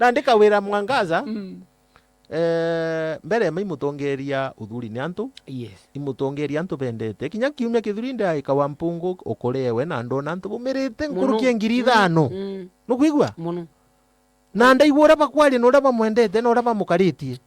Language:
Meru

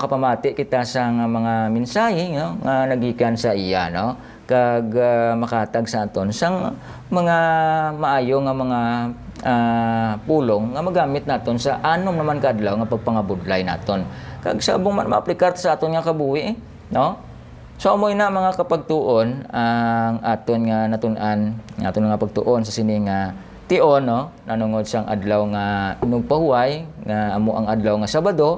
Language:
Hiligaynon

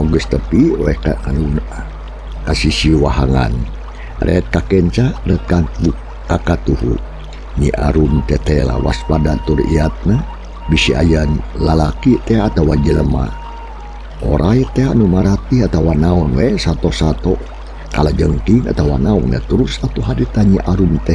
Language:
Sundanese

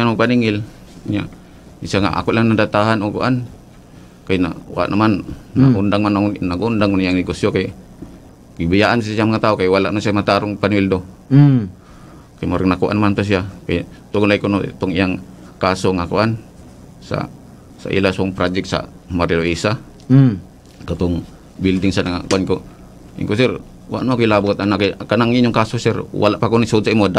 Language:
Cebuano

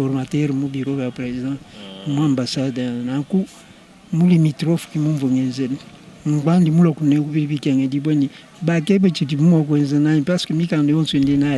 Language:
Luba-Lulua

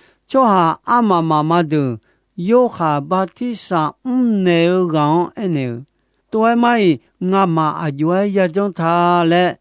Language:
Akha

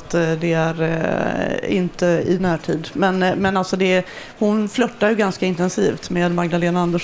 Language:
Swedish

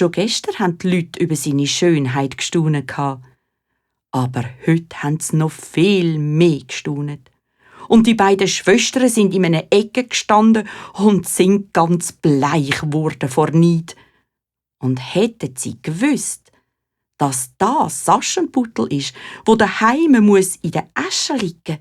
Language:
Swiss German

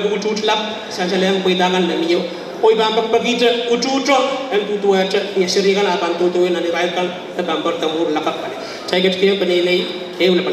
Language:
Pohnpeian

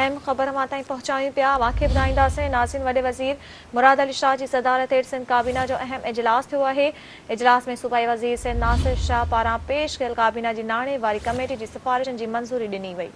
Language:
Sindhi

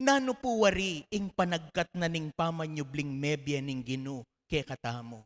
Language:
Pampanga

